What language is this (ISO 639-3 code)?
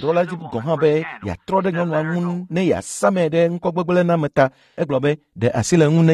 ewe